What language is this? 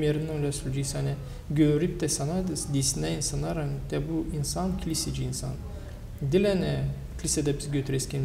Gagauz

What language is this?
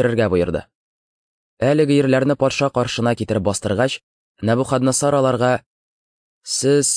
Tatar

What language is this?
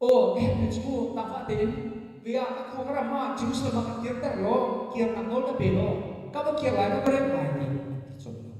Hakha Chin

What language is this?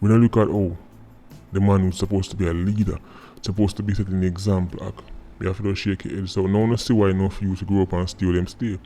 Jamaican Creole English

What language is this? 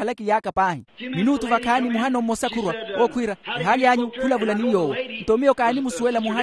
Makhuwa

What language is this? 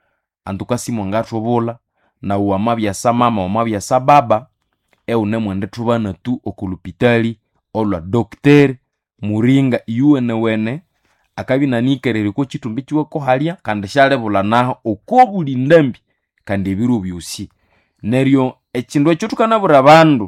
Nande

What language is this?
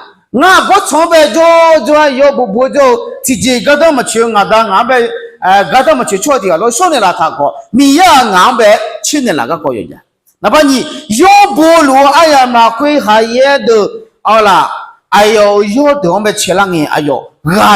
Akha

